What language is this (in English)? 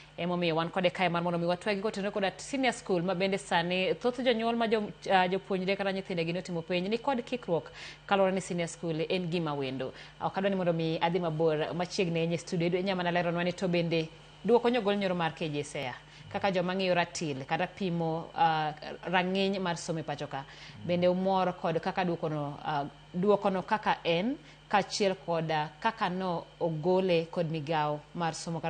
Luo (Kenya and Tanzania)